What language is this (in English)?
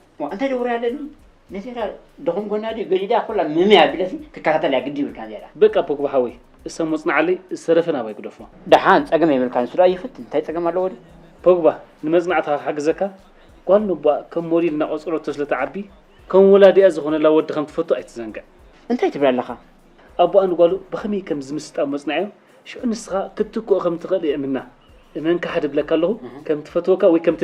Tigrinya